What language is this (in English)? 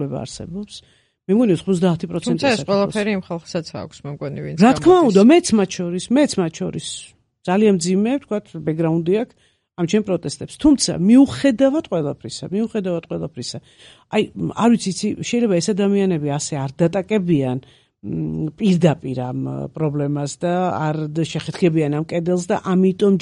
Georgian